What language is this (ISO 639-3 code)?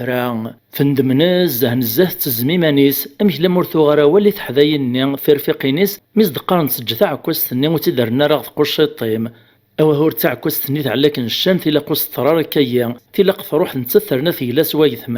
kab